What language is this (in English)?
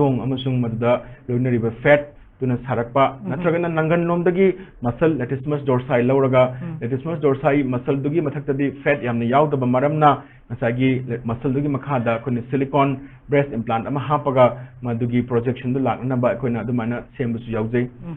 Manipuri